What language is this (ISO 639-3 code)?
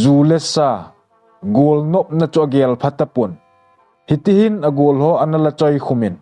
tcz